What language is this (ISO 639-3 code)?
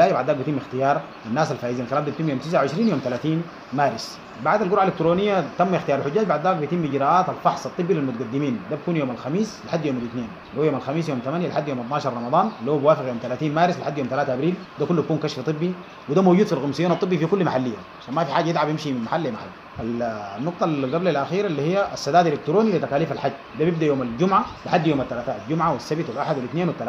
apd